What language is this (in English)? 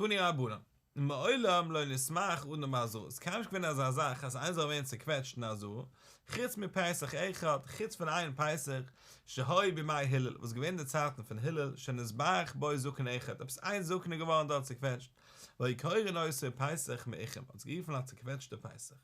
Yiddish